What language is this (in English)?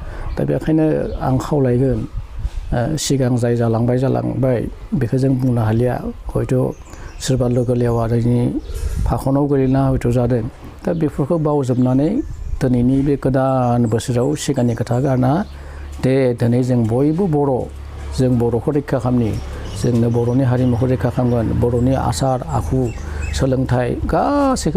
Bodo